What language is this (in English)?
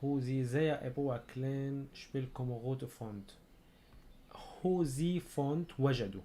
North Levantine Arabic